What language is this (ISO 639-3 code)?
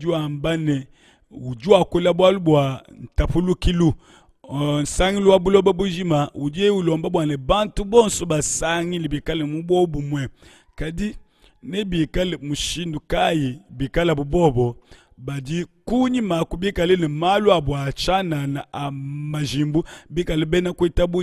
lua